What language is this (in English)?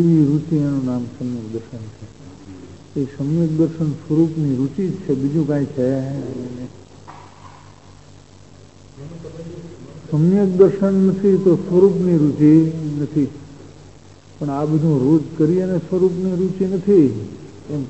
Gujarati